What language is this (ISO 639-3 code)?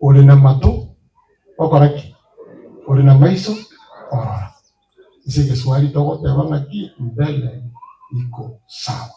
guz